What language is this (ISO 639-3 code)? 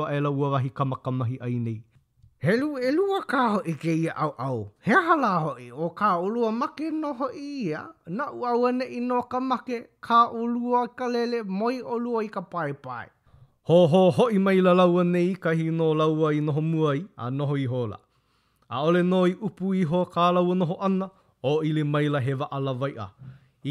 haw